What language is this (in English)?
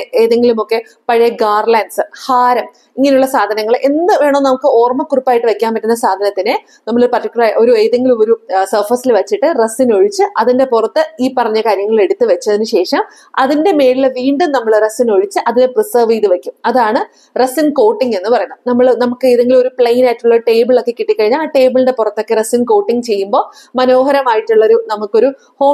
Malayalam